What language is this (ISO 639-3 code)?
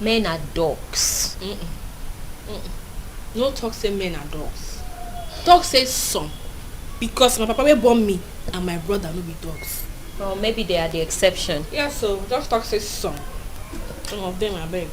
pcm